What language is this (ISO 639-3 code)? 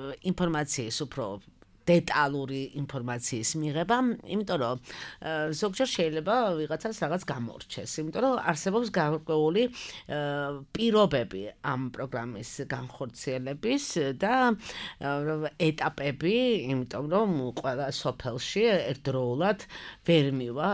kat